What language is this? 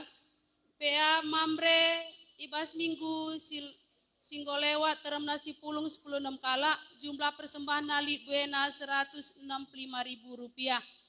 Batak Karo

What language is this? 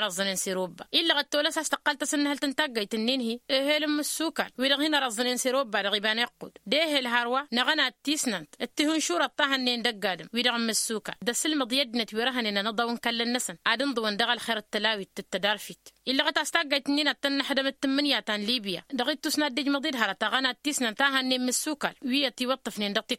Tamasheq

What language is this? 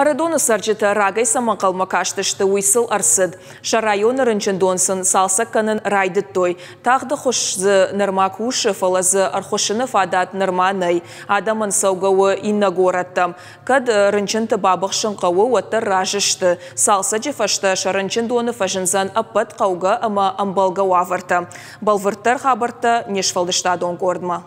Ossetic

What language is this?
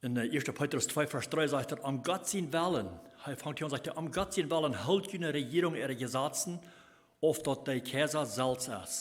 Plautdietsch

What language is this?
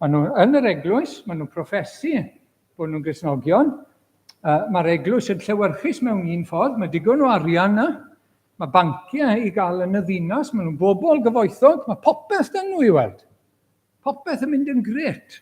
Welsh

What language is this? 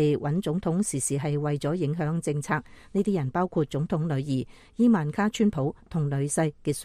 Cantonese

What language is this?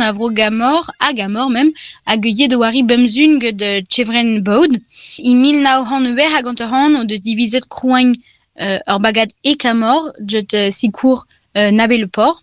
Breton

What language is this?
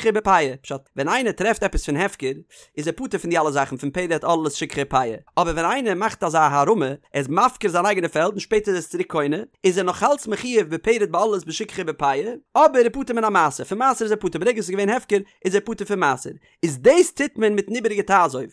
Yiddish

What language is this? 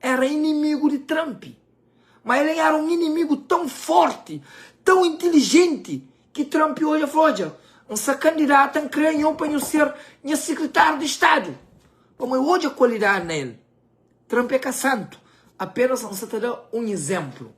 Kabuverdianu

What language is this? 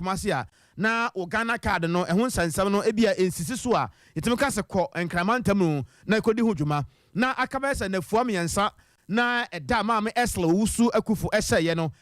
Akan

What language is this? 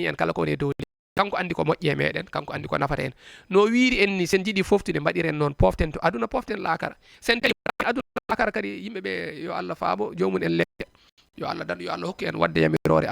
Fula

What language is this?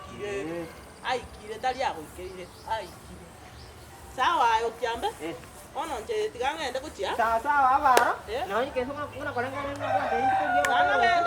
Gusii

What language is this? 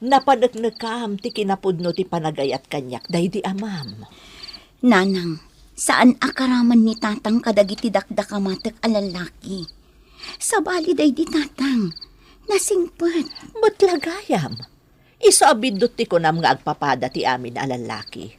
Iloko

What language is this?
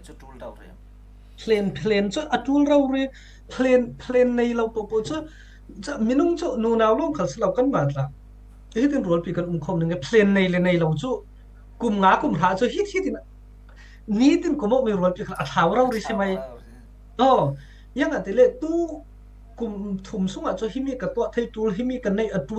Falam Chin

